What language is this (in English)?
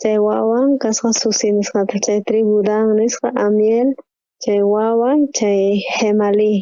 South Bolivian Quechua